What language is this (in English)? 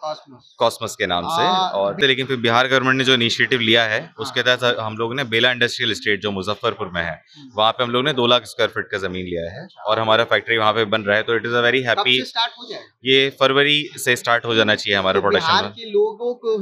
Hindi